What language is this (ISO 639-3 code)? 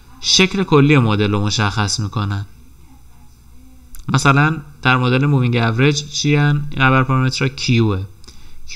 fas